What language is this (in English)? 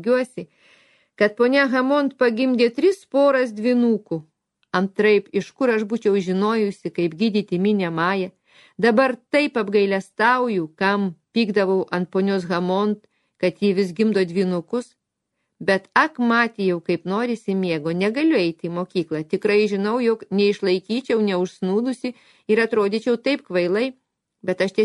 Lithuanian